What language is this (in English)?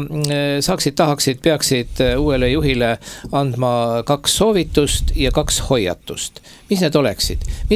Estonian